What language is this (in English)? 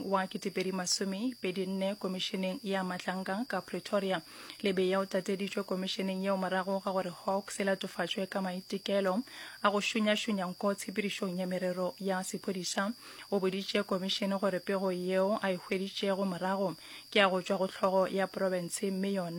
Northern Sotho